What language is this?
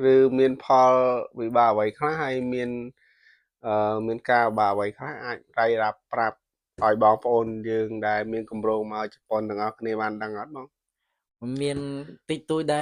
Khmer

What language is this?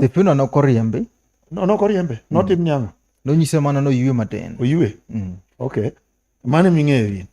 Luo (Kenya and Tanzania)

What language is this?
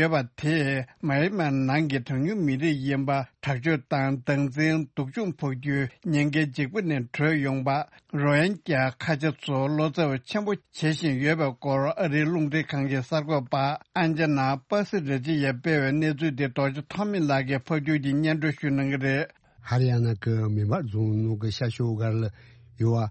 Tibetan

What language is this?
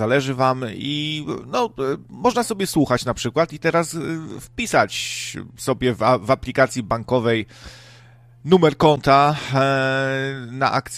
Polish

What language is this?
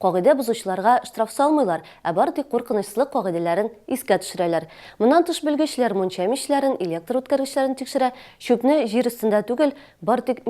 Tatar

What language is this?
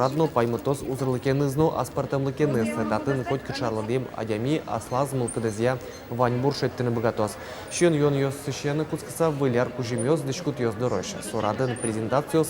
Udmurt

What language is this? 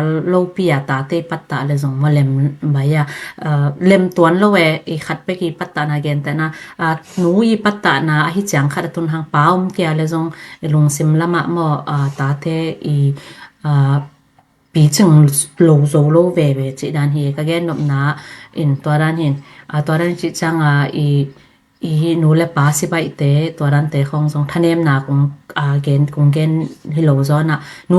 Tedim Chin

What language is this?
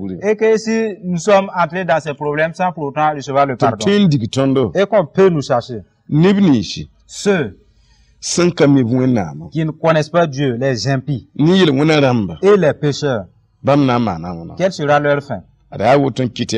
Mossi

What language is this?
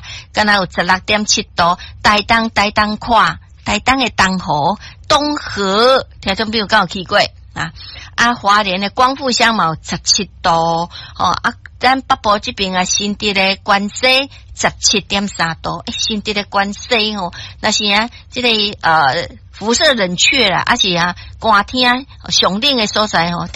Min Nan Chinese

